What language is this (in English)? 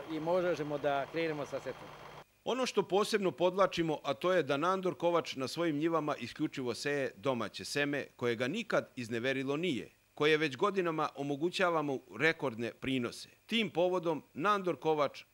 Serbian